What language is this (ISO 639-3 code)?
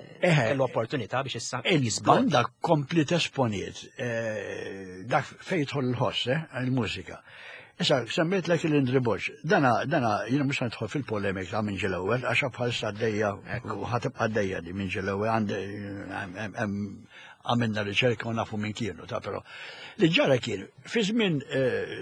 mlt